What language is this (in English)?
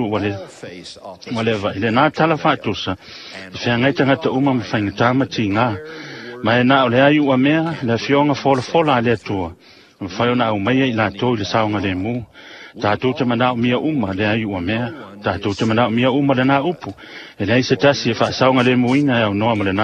Samoan